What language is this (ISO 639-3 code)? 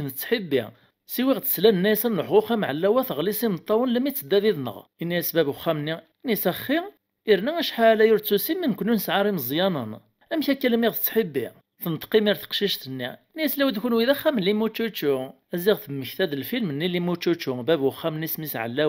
kab